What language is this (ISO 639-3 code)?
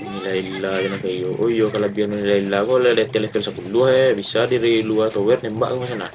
min